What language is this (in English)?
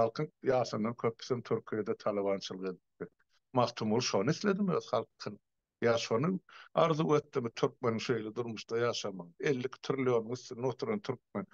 Turkmen